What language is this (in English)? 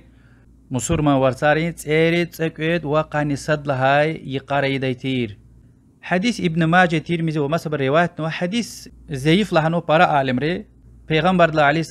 Lezghian